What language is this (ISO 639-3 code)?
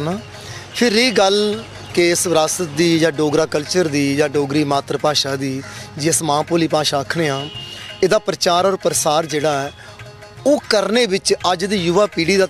doi